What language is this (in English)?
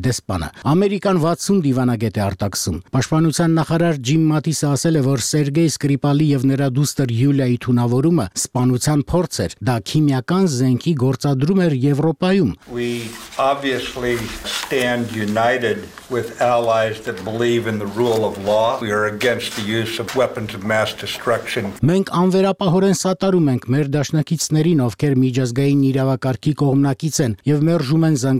Armenian